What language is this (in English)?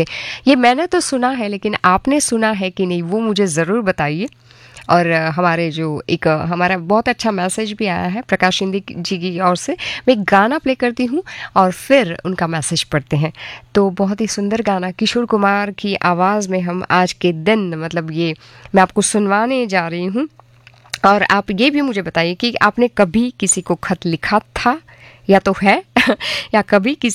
Hindi